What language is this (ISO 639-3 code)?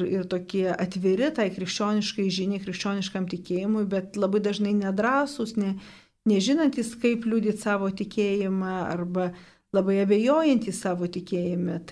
lit